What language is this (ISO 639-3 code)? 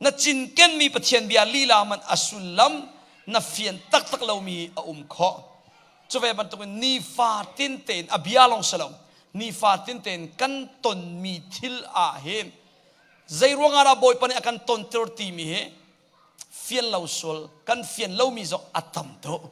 cnh